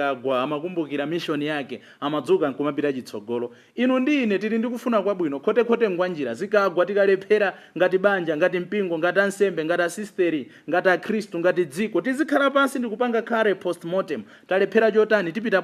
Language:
Nyanja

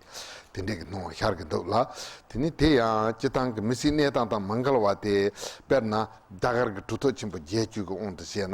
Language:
Tibetan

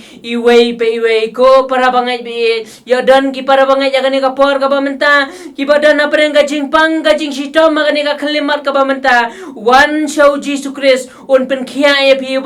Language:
Khasi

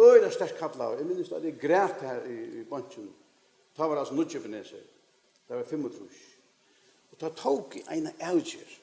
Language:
Faroese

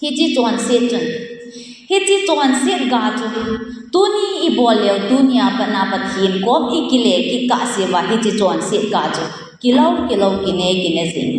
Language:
Thado Chin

